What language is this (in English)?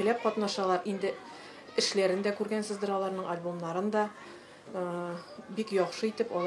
Tatar